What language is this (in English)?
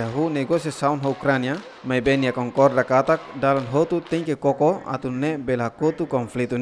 Tetum